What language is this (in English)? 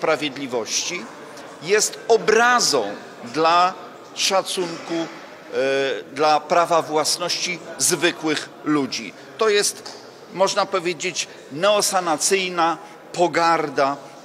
Polish